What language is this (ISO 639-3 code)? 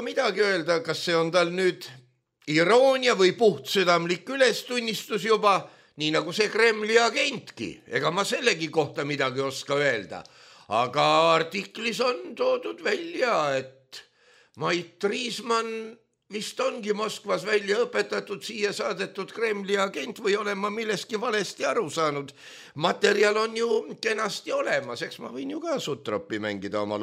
est